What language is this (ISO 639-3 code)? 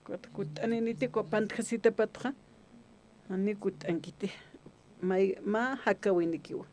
aym